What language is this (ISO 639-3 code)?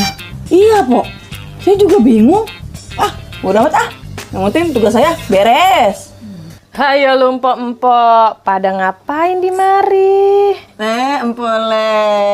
bew